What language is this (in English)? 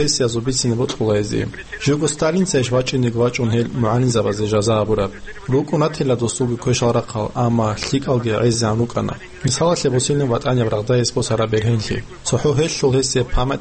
Avaric